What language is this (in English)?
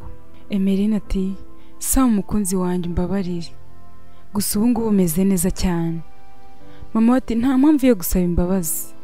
Kinyarwanda